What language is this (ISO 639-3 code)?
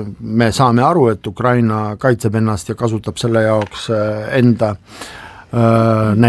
est